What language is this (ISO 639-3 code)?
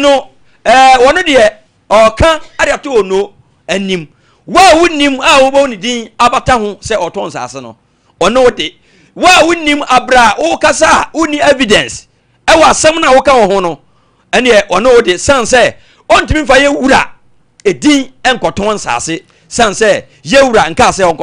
aka